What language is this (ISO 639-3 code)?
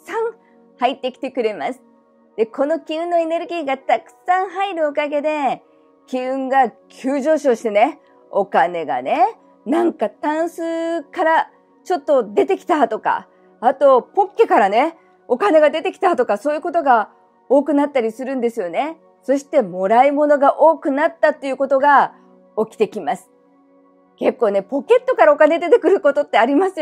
jpn